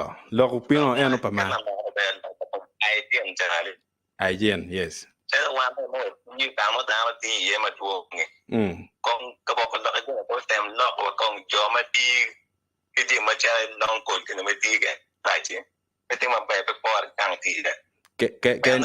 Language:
Acoli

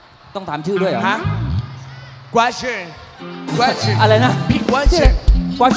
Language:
Thai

